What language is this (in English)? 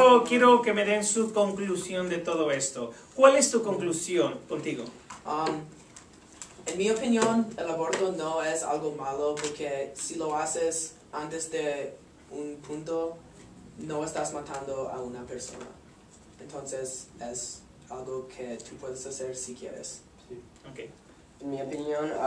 Spanish